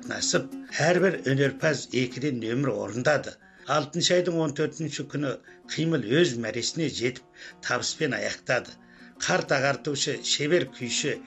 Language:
Kazakh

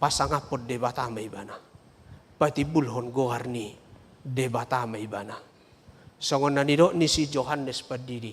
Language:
Batak Toba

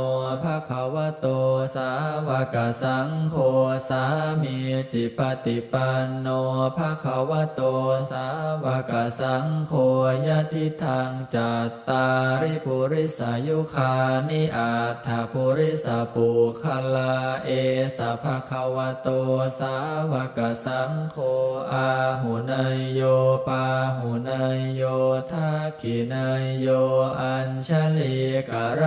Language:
Pali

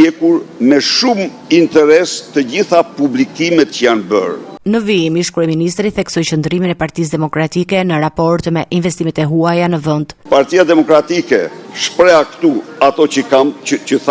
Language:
Albanian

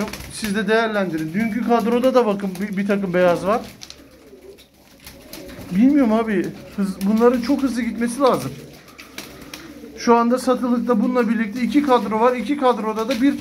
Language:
Turkish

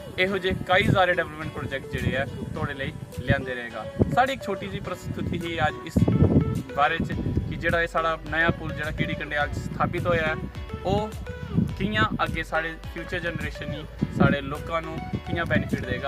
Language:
Dogri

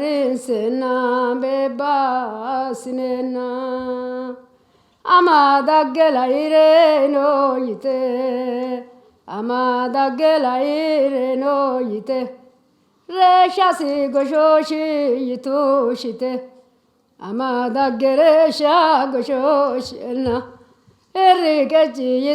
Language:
Sidamo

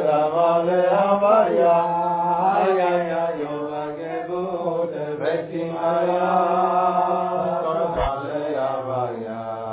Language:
Hebrew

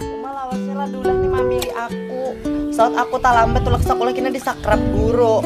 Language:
Banjar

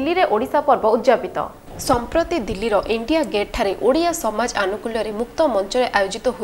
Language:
Odia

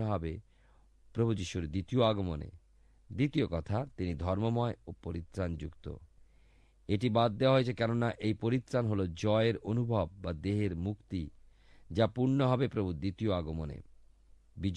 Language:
Bangla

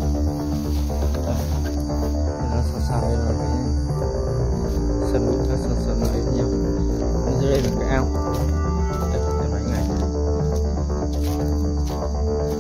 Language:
Vietnamese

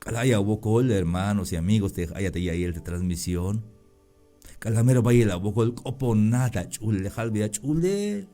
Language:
Tzeltal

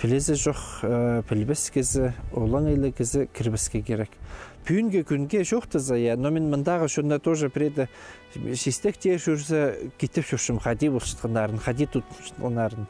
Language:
Khakas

